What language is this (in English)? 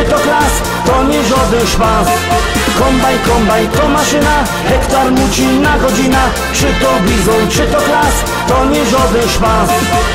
Silesian